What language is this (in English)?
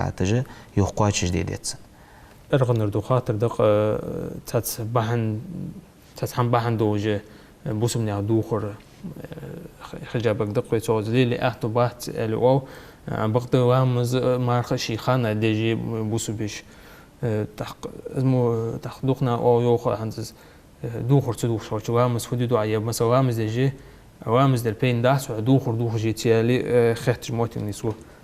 Ingush